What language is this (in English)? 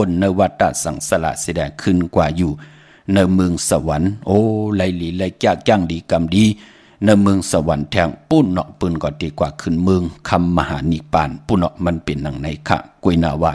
Shan